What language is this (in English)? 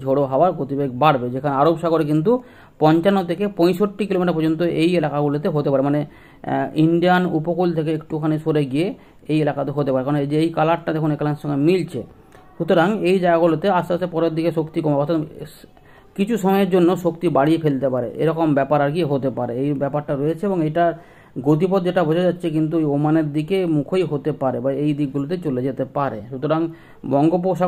Bangla